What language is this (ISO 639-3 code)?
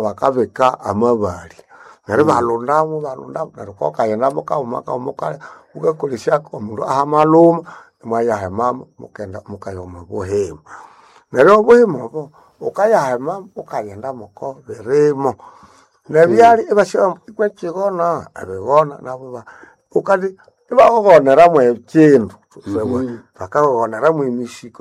nnb